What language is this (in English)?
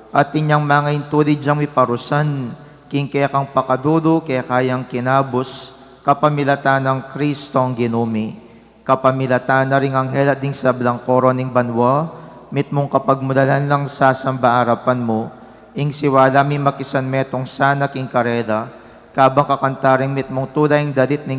Pampanga